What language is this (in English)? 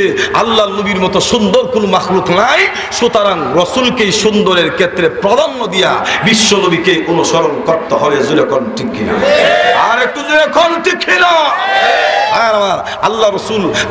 Bangla